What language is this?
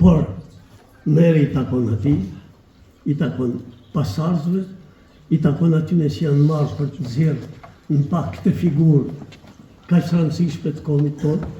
Albanian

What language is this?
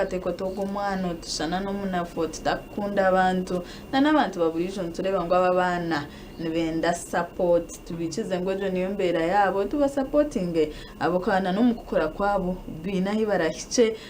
Nyankole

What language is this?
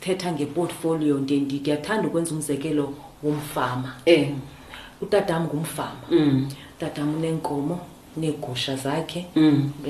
Xhosa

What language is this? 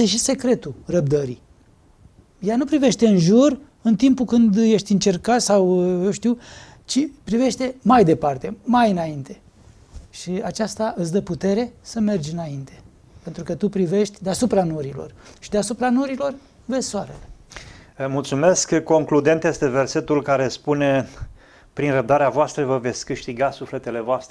Romanian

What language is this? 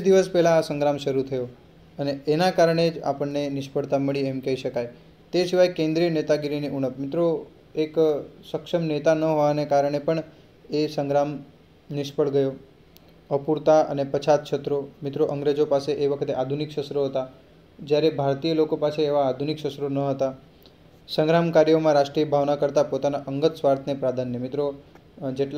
Gujarati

